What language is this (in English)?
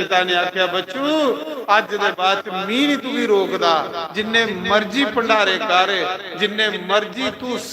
Dogri